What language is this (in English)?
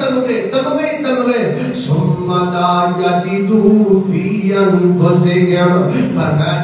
Urdu